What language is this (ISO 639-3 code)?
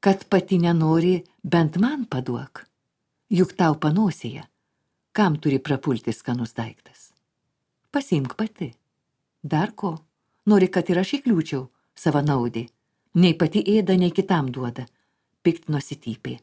lit